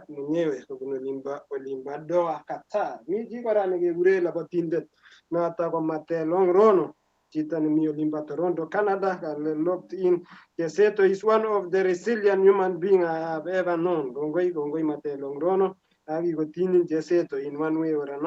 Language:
Kalenjin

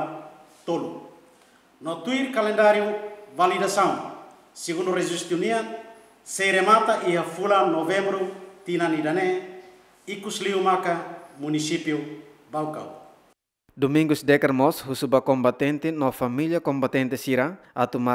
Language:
Tetum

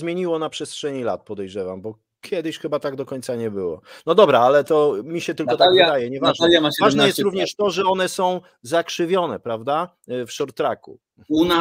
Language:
Polish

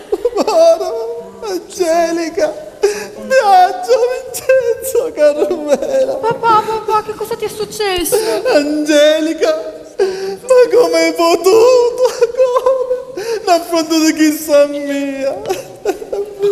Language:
Sicilian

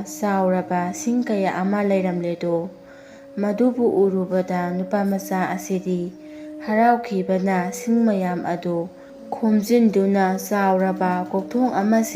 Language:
Manipuri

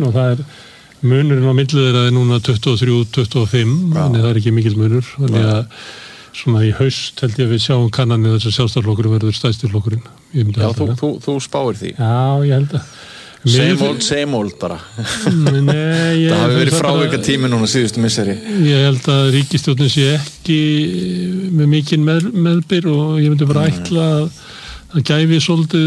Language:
Icelandic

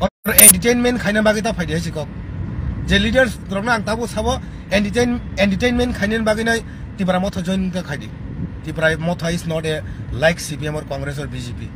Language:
Kok Borok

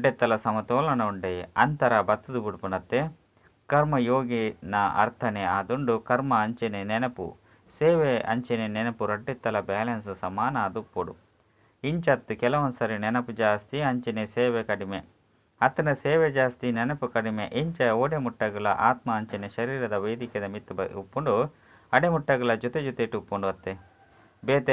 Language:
Tulu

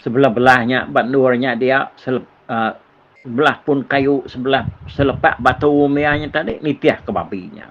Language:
Iban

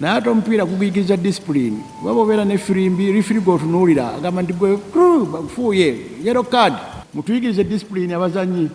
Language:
Ganda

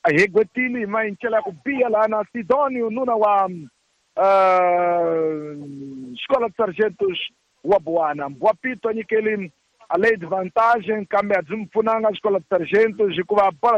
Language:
Tsonga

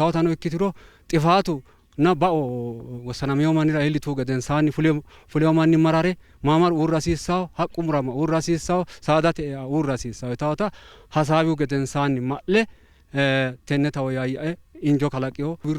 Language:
Sidamo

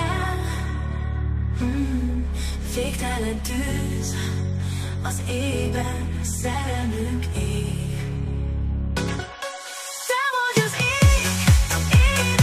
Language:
Hungarian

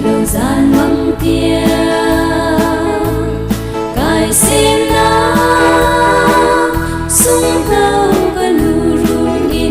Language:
Hakha Chin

